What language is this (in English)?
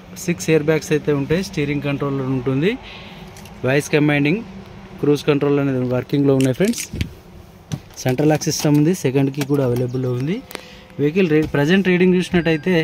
Telugu